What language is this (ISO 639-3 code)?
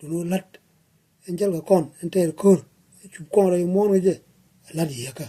nus